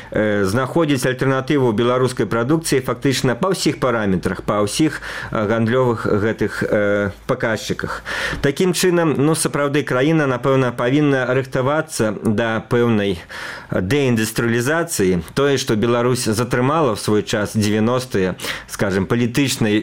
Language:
Belarusian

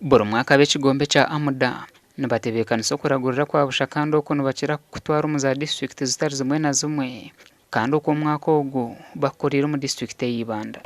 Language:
Nyankole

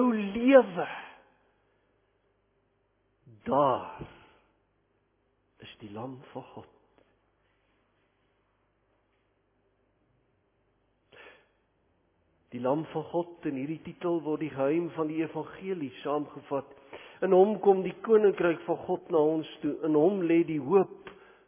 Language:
Afrikaans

